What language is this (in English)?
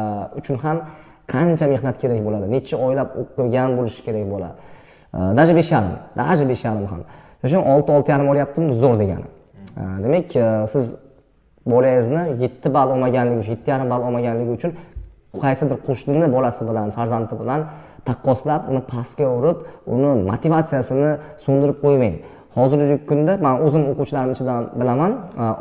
Uzbek